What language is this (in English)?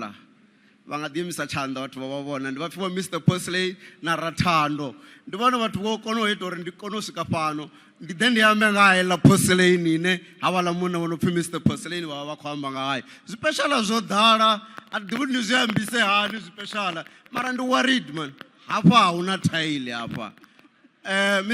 Venda